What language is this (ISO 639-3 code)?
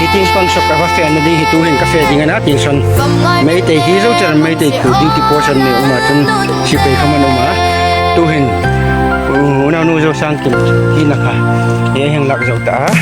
hmr